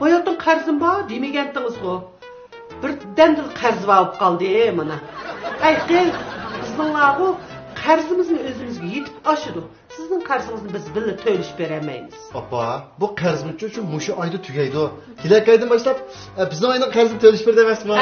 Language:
Uyghur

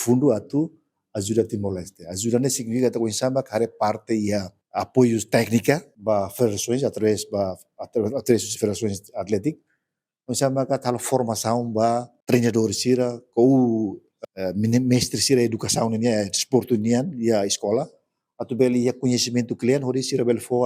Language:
Tetum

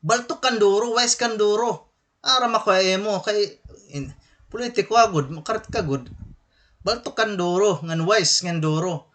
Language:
Waray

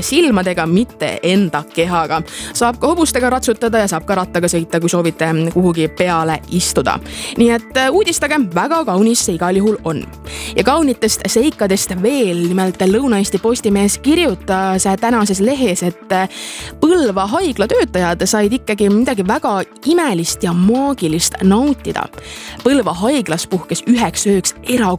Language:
Estonian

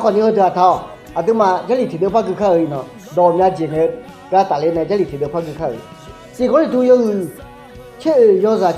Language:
Akha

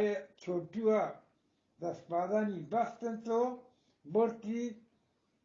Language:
Eastern Balochi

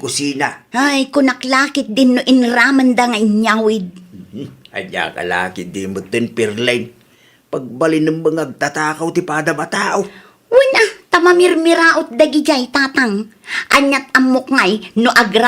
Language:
Iloko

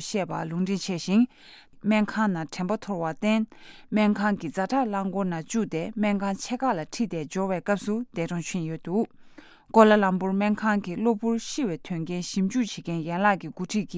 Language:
Tibetan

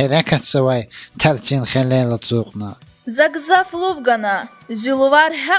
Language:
Lezghian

